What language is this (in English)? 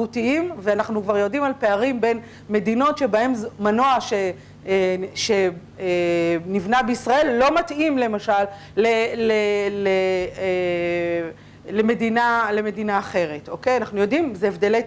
Hebrew